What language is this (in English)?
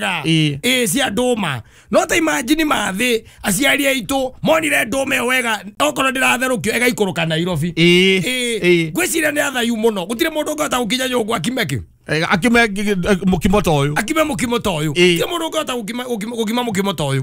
Kikuyu